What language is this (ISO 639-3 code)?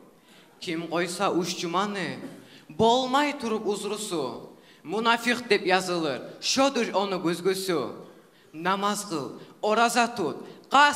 kum